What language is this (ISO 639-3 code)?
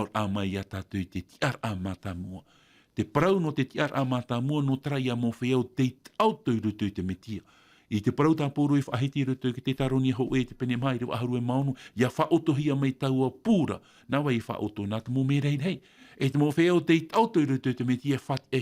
tah